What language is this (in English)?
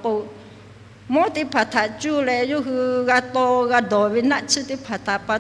Lahu